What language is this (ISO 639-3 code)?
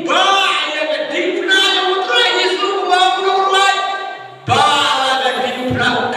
kha